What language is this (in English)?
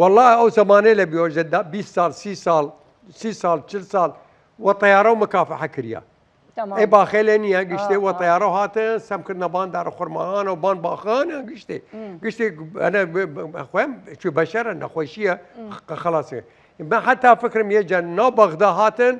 Southern Kurdish